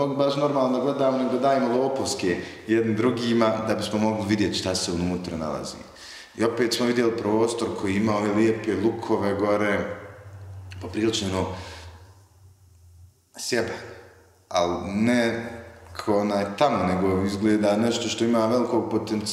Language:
Bosnian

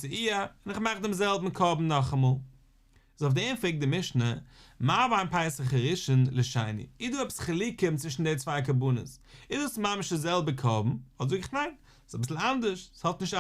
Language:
Yiddish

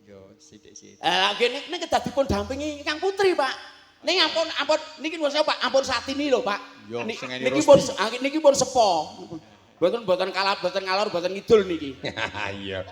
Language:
Javanese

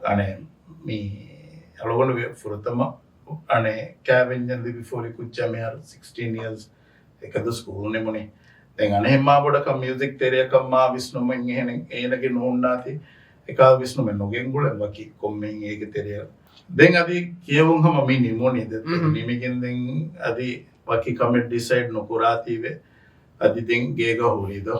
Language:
Divehi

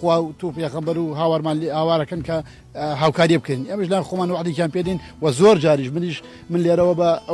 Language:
Central Kurdish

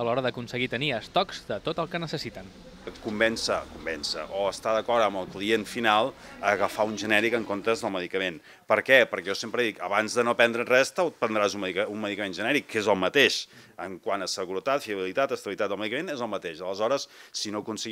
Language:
Catalan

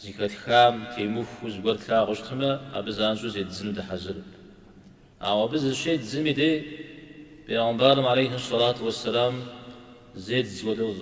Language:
Kabardian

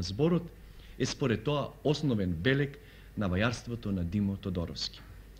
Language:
Macedonian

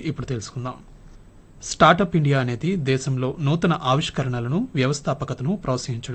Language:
Telugu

